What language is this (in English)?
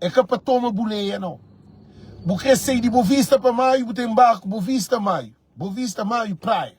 Kabuverdianu